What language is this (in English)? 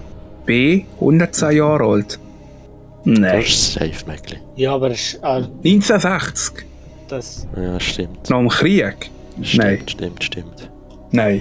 Swiss German